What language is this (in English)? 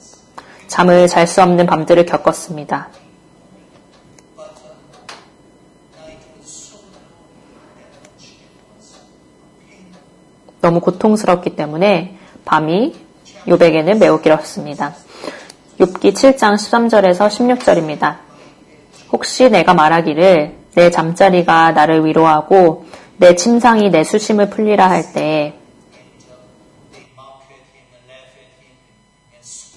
Korean